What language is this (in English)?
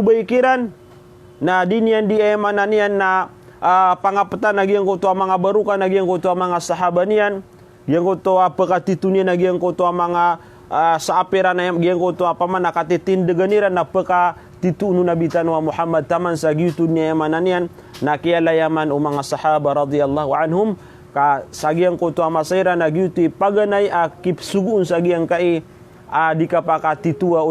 Maranao